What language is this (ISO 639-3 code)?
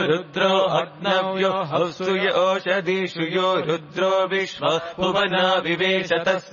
san